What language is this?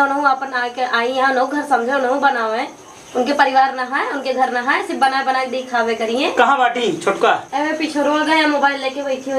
Awadhi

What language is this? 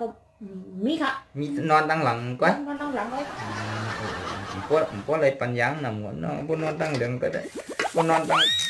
Shan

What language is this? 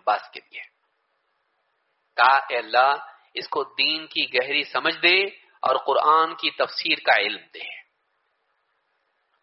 Urdu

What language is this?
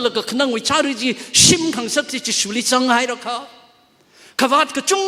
Tangkhul Naga (India)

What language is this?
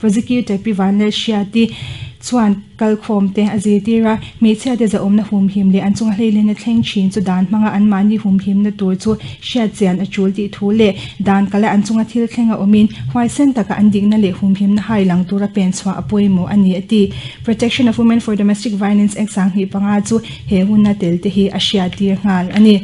Mizo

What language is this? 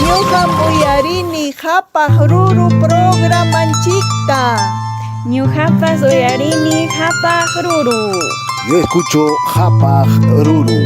Ayacucho Quechua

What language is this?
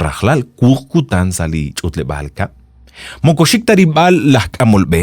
Kekchí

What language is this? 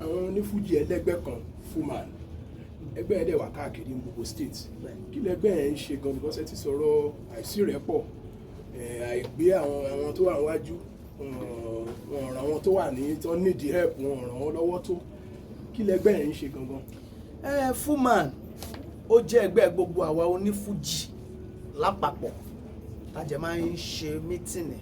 Yoruba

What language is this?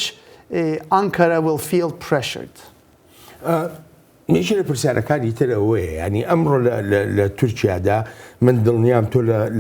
Central Kurdish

